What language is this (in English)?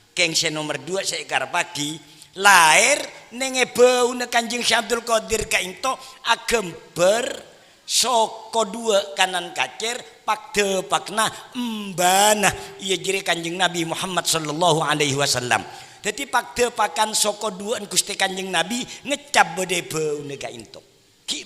Madurese